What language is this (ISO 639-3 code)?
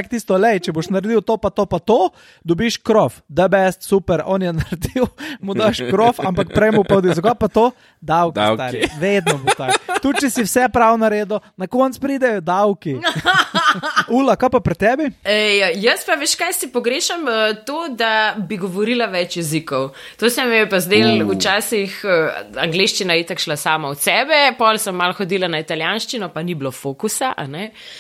slv